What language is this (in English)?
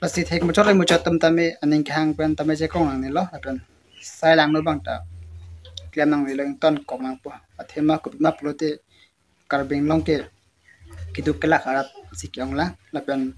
Karbi